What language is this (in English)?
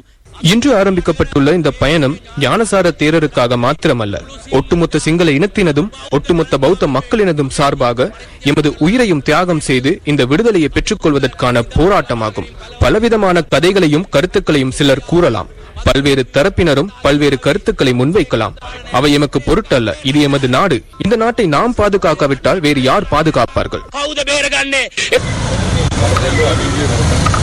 Tamil